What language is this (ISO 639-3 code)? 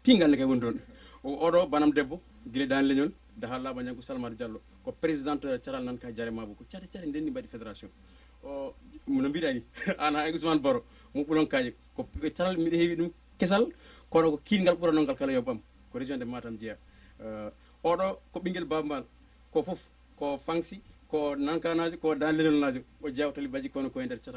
ful